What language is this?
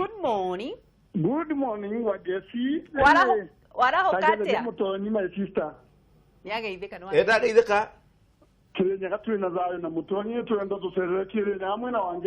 Kikuyu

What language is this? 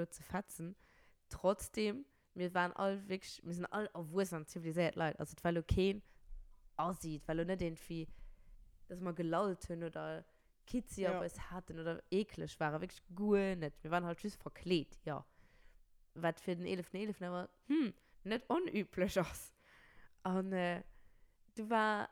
Luxembourgish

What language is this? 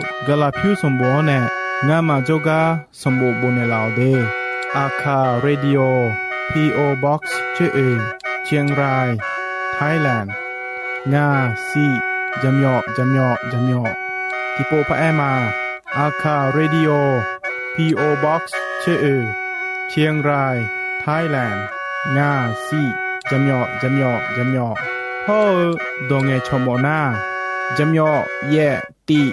Akha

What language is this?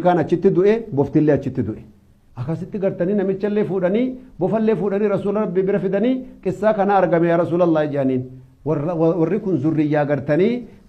Oromo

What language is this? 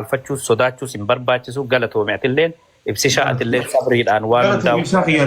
Oromo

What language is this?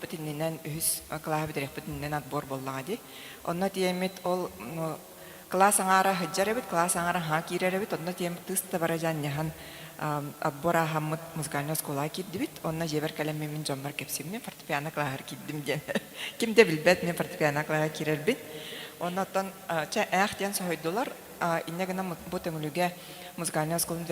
Yakut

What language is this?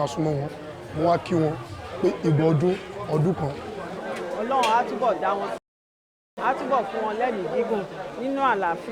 Yoruba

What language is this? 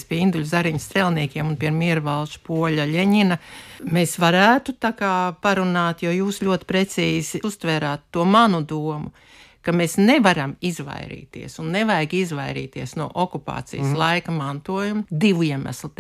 Latvian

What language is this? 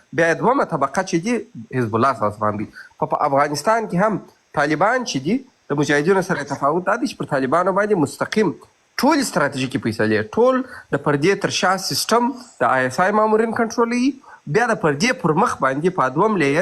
Pashto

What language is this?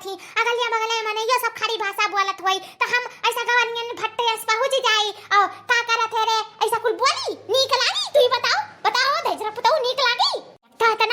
Awadhi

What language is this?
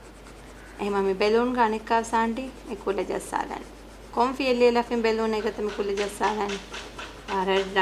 Divehi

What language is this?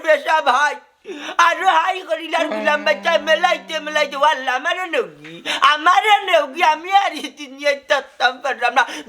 Sylheti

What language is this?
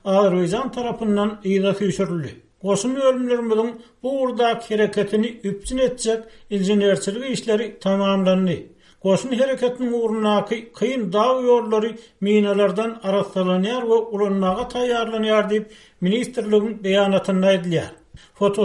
Turkmen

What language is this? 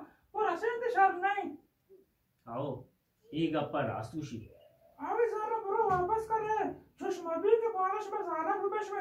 Baluchi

